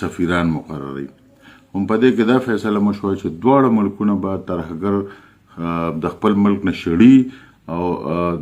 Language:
Pashto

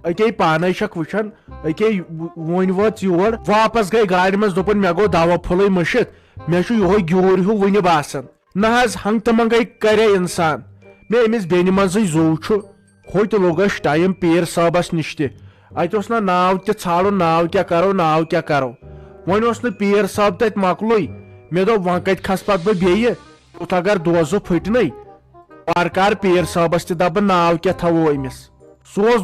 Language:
Kashmiri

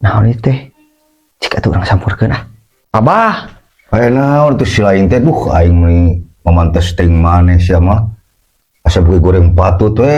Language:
Sundanese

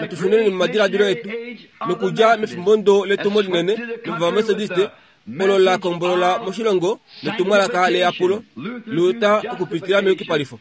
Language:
Kuanyama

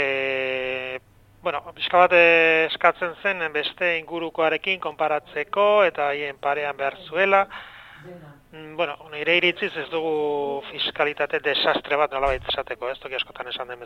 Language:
Basque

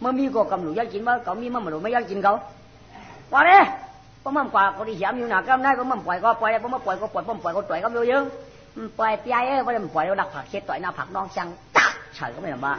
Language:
Shan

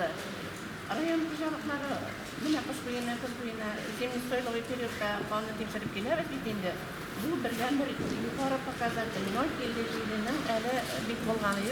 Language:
Tatar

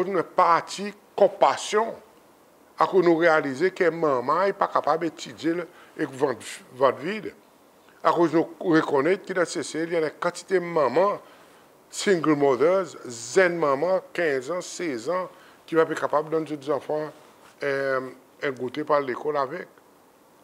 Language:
Seselwa Creole French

